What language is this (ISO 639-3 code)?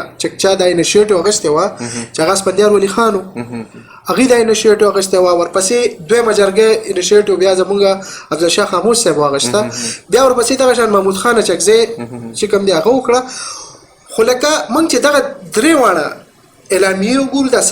pus